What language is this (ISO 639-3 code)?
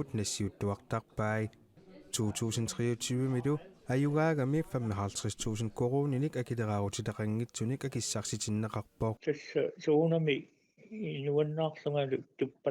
kal